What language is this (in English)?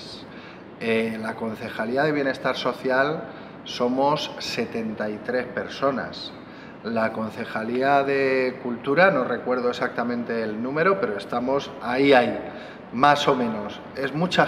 Spanish